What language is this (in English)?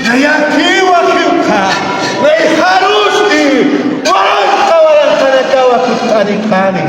Aymara